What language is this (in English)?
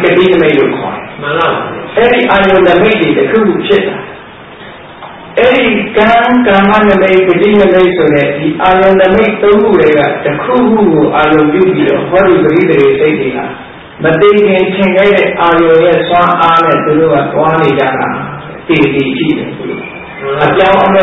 Burmese